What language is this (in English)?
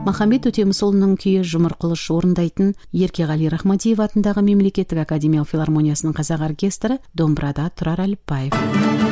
Kazakh